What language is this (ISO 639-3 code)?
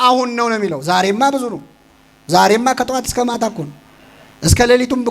amh